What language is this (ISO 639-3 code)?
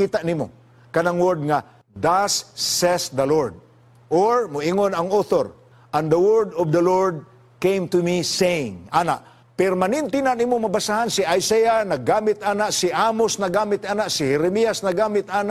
ceb